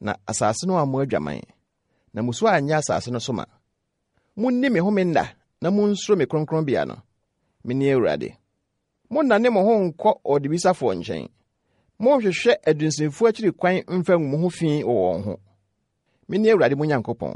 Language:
Akan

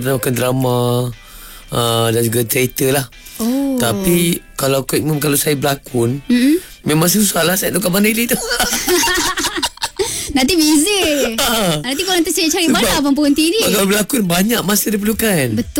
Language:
Malay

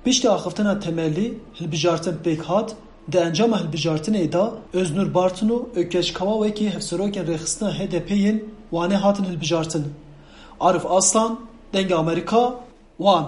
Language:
Kurdish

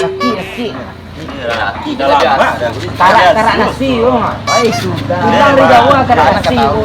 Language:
Minangkabau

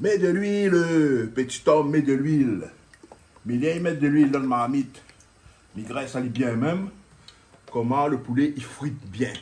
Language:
Réunion Creole French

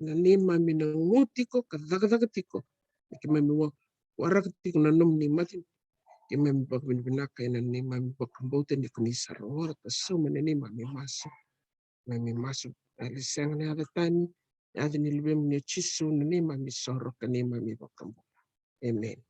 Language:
Fijian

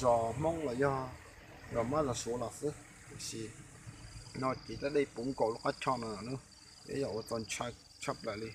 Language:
Hmong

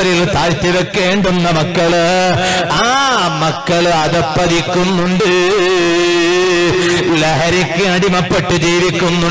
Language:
Malayalam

